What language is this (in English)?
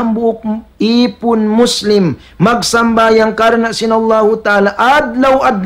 Tausug